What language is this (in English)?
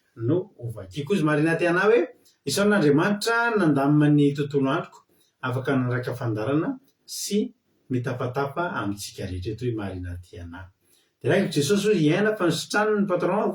Malagasy